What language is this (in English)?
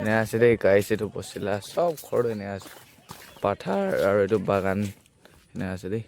Naga Pidgin